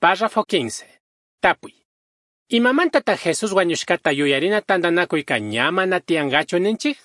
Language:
Chimborazo Highland Quichua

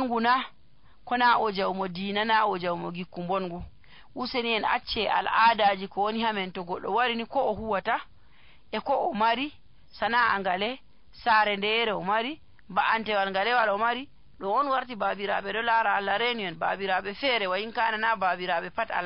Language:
Nigerian Fulfulde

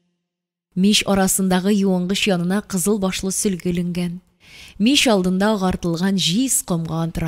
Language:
Tatar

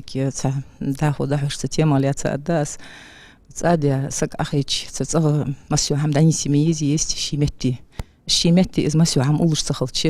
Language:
Ingush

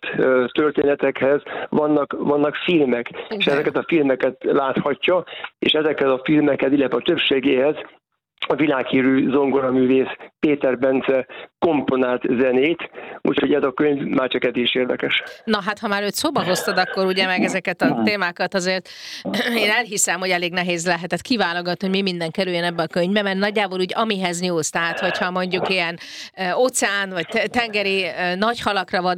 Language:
Hungarian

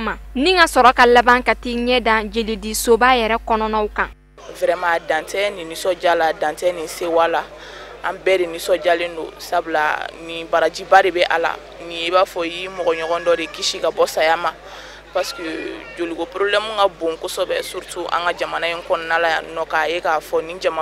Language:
Bambara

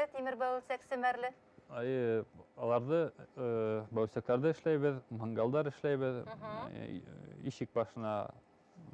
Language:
Bashkir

